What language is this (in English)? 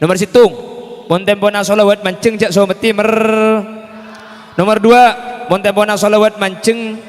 Madurese